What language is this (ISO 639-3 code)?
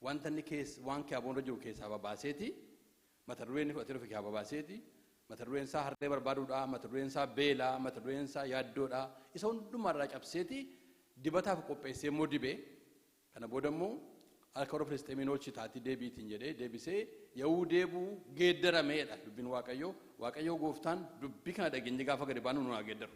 orm